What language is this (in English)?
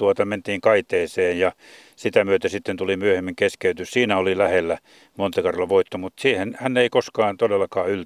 Finnish